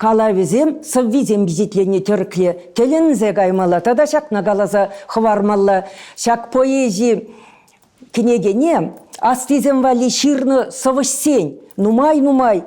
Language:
Chuvash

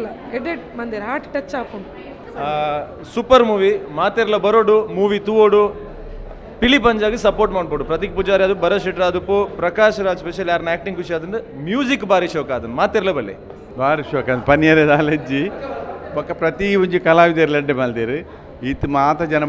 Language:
Tulu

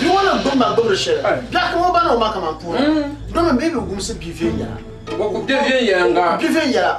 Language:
Dagbani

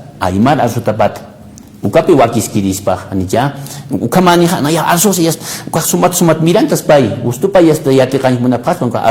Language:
Aymara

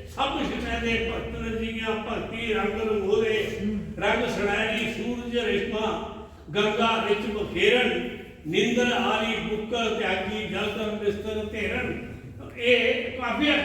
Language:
Dogri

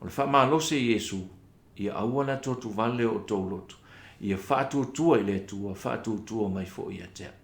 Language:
Samoan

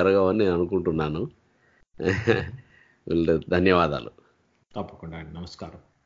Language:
Telugu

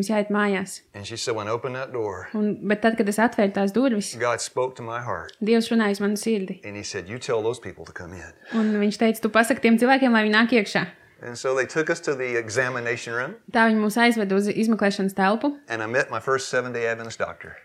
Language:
Latvian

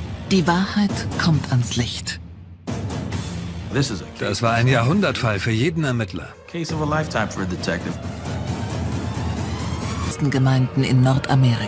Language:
German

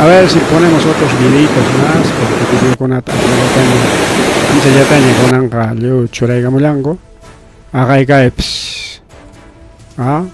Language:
Ayacucho Quechua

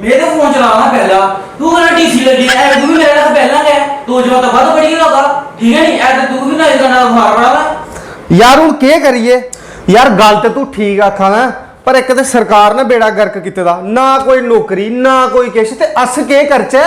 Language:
Dogri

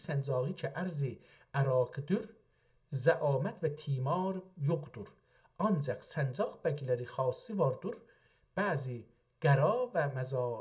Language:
South Azerbaijani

